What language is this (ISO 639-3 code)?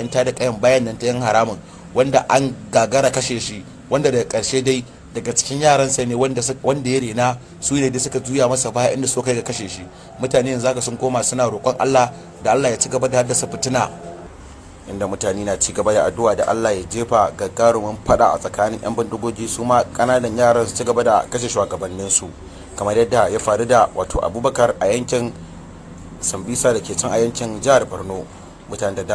hau